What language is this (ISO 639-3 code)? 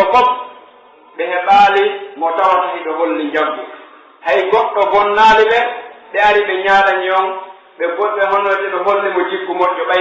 fuf